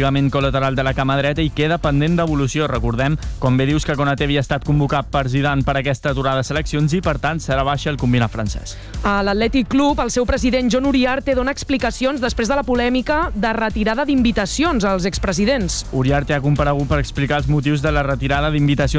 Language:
Catalan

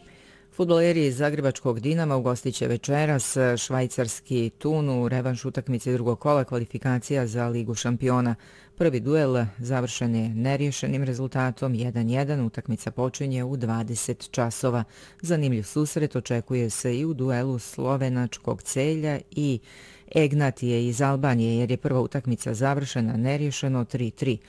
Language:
Bosnian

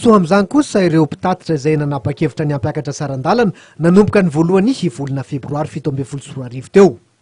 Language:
Malagasy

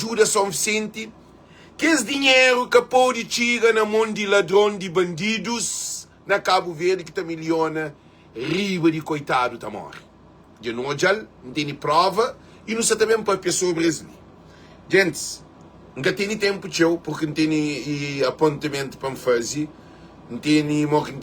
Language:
Kabuverdianu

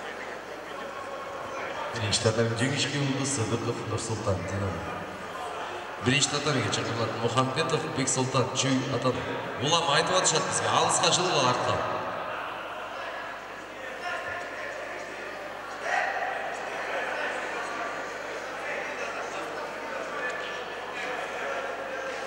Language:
Kazakh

